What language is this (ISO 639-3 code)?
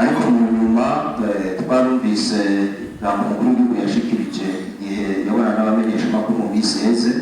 run